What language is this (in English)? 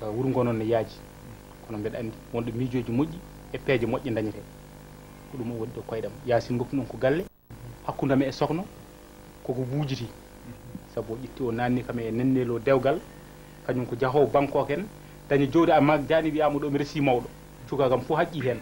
Fula